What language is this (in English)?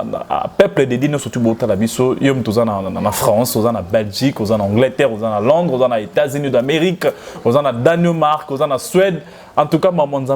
Lingala